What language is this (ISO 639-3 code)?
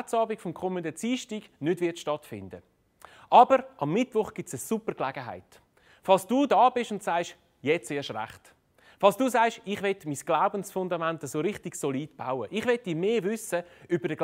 gsw